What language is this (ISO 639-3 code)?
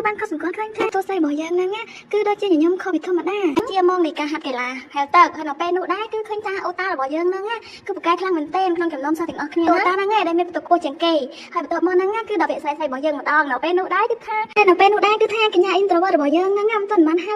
khm